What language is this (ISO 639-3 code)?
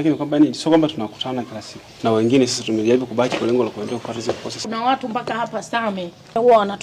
swa